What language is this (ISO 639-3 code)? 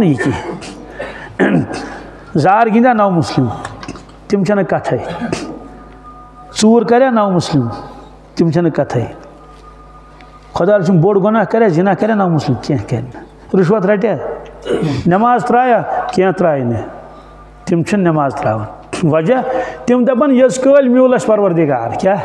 kas